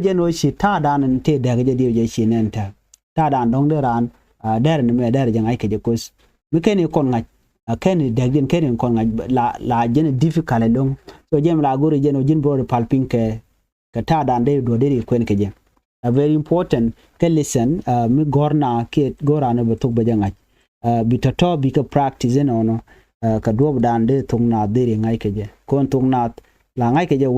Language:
Nuer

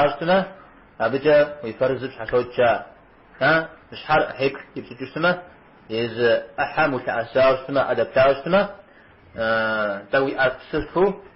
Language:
Kabardian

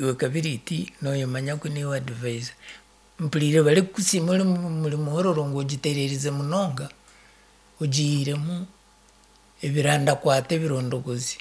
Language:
Nyankole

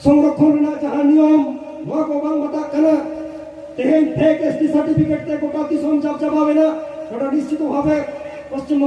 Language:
Santali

